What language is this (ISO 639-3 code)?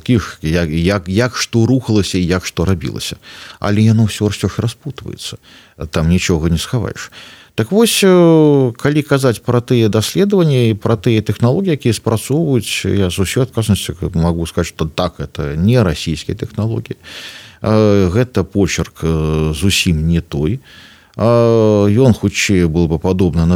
bel